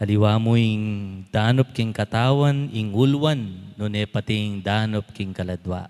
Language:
Pampanga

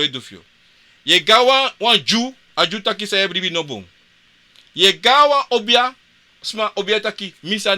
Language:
Sranan Tongo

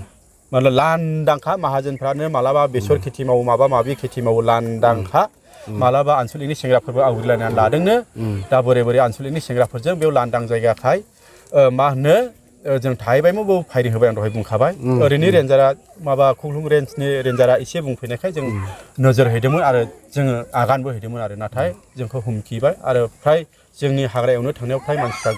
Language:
Bodo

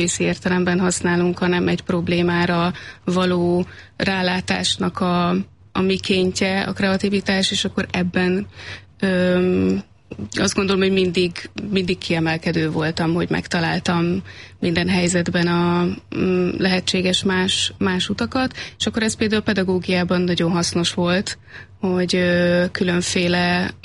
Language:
Hungarian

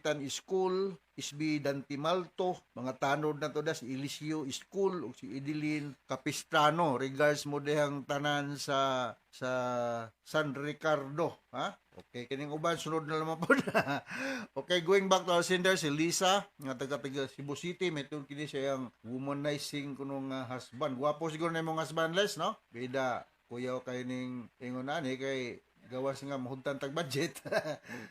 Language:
Cebuano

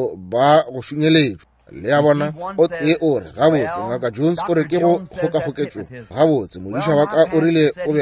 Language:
Northern Sotho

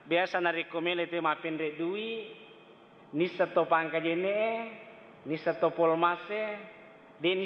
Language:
Buginese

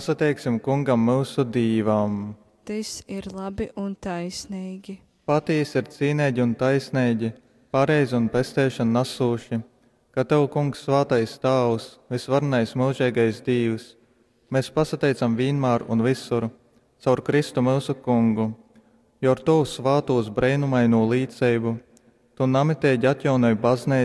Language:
Latgalian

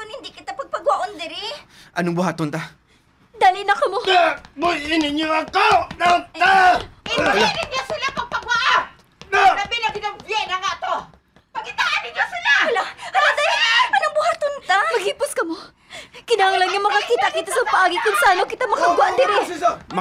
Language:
Hiligaynon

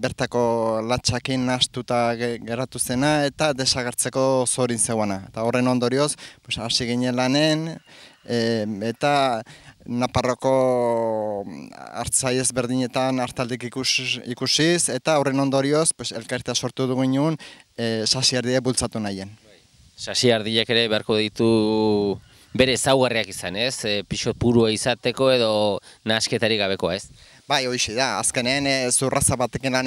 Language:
Basque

